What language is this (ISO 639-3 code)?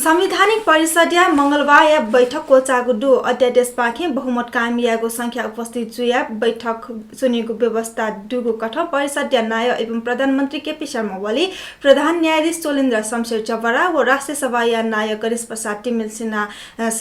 new